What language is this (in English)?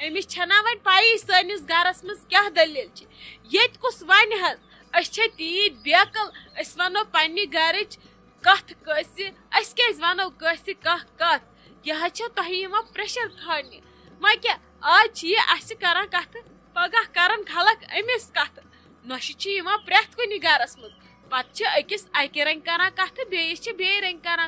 Kashmiri